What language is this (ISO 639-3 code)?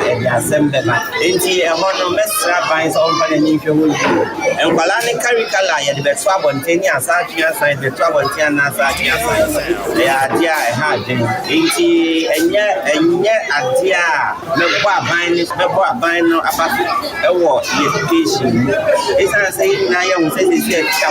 aka